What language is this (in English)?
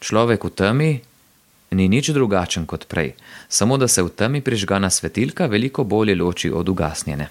Slovenian